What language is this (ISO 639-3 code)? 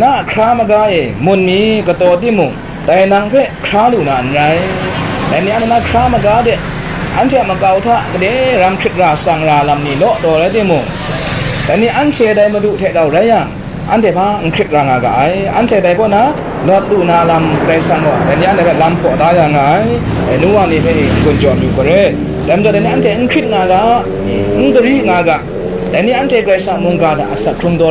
kac